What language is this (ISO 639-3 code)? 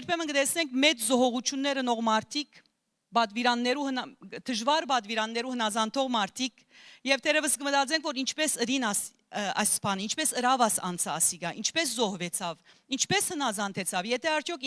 hyw